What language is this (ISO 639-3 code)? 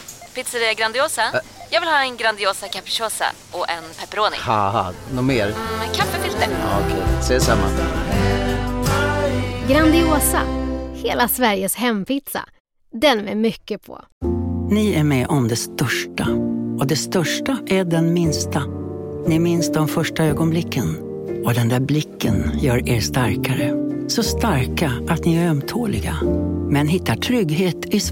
swe